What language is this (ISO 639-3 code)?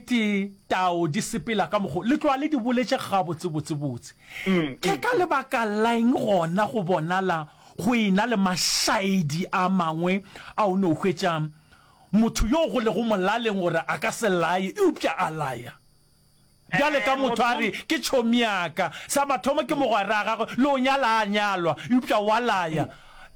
nso